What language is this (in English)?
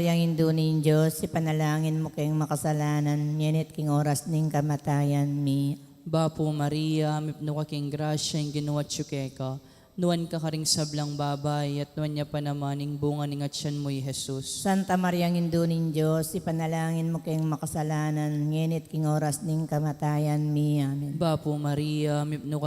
Pampanga